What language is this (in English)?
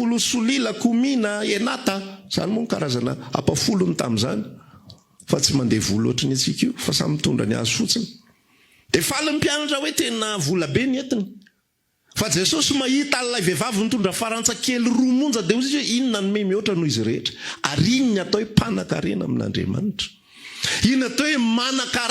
Malagasy